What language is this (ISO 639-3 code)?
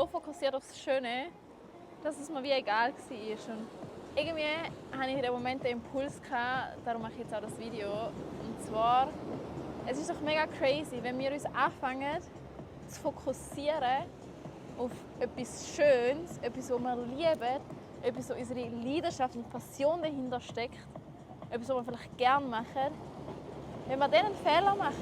gsw